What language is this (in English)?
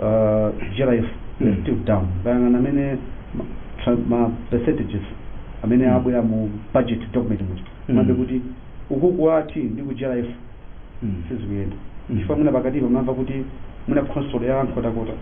Nyanja